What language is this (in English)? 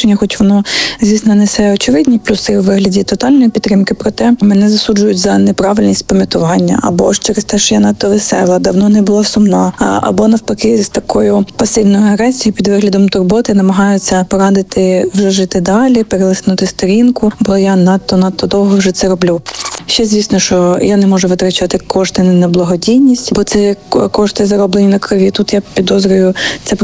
Ukrainian